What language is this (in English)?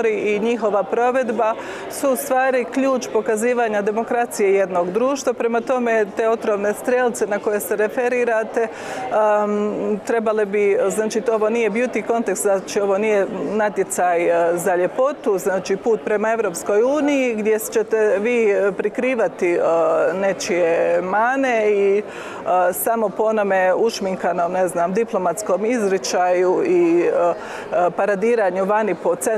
Croatian